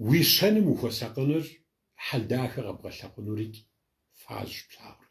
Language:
Kabardian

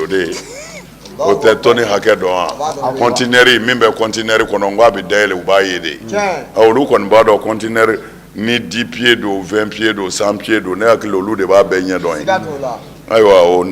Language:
Bambara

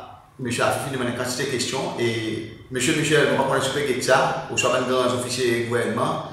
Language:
Seselwa Creole French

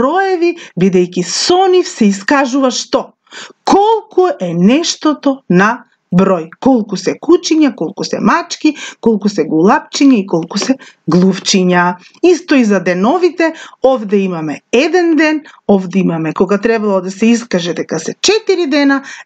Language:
Macedonian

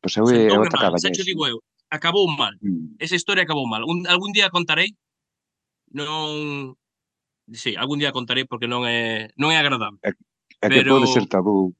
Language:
Galician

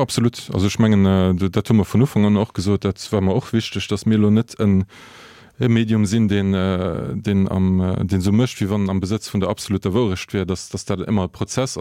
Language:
Luxembourgish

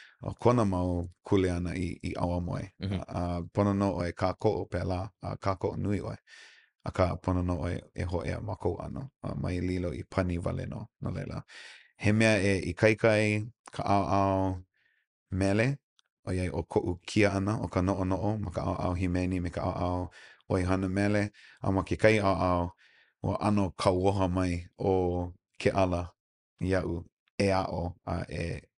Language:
Hawaiian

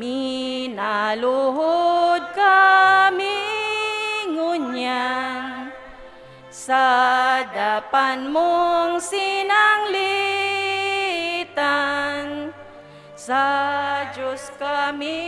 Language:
Bikol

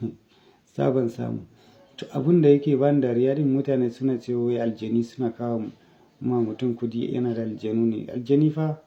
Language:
Hausa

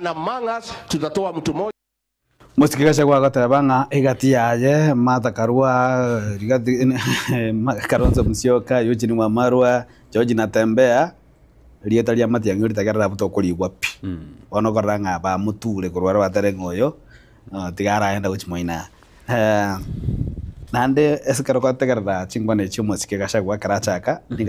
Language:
Gusii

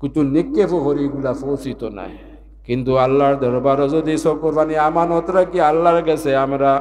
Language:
Sylheti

